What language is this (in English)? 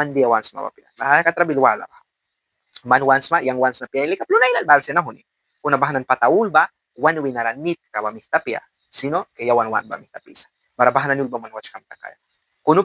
Mískito